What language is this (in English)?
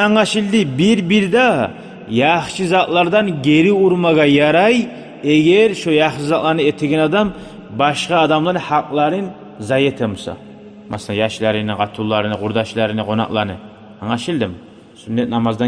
Kumyk